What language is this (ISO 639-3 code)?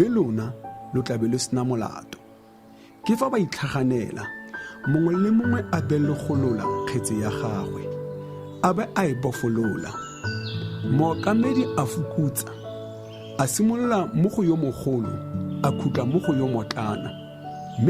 tsn